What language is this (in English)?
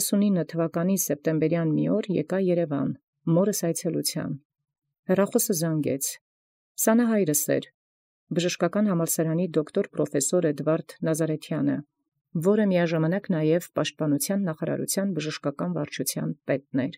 Armenian